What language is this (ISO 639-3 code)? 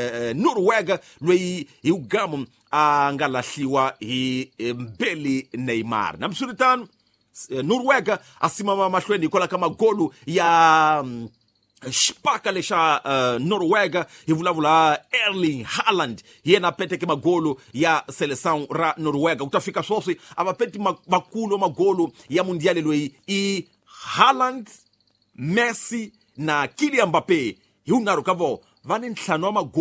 tso